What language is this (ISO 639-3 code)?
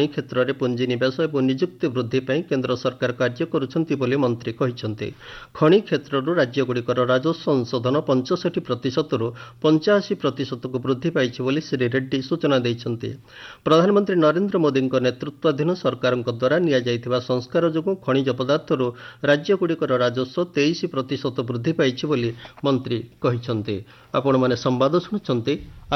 ori